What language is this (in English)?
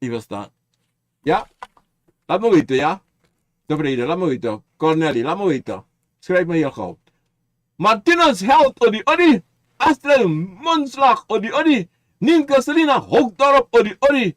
Sranan Tongo